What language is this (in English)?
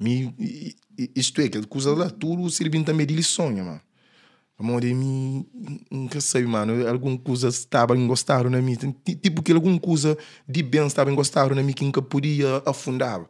Kabuverdianu